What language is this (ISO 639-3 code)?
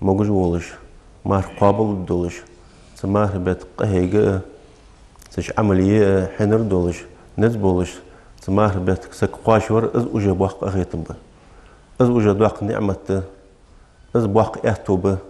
inh